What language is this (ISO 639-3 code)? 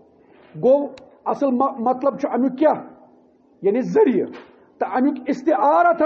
kas